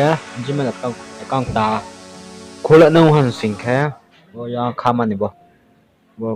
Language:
Riang (India)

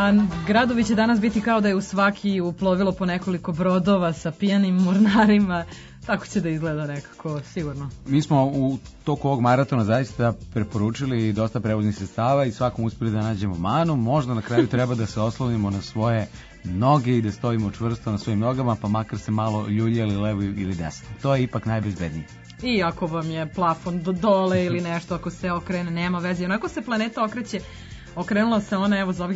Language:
Serbian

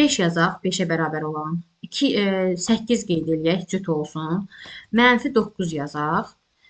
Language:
Azerbaijani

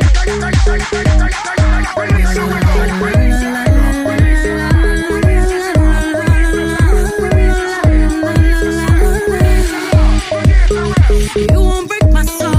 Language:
Hebrew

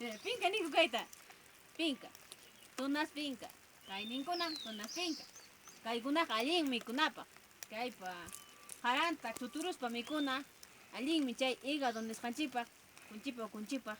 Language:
Ayacucho Quechua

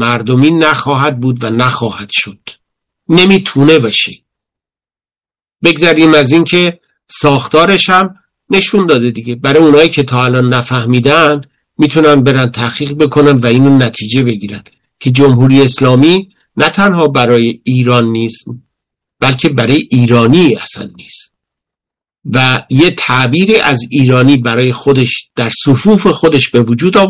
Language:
Persian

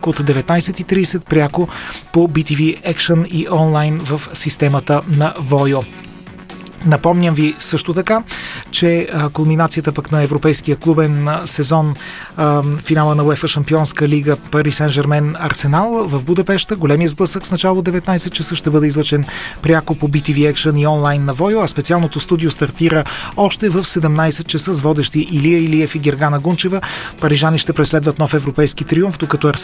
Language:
Bulgarian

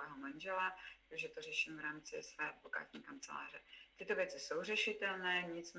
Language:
Czech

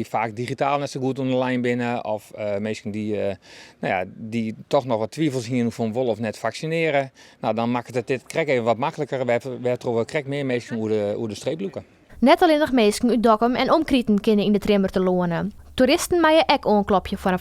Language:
Western Frisian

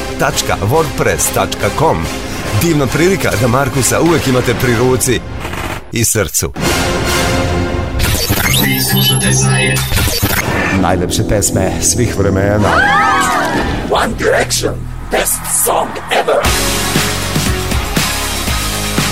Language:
Serbian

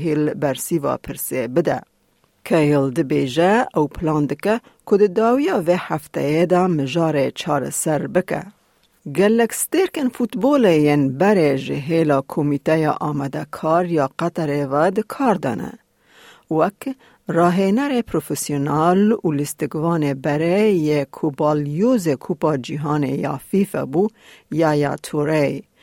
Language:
Kurdish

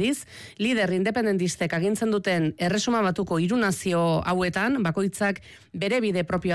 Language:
Basque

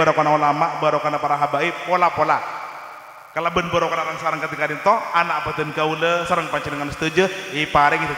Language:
Madurese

